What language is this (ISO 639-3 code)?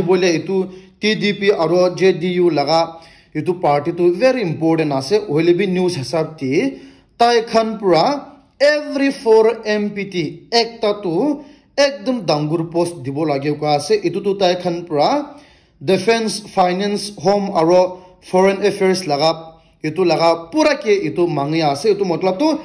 nag